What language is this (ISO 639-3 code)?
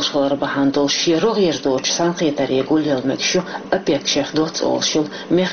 che